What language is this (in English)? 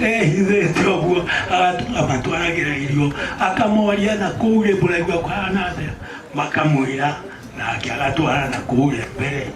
Kikuyu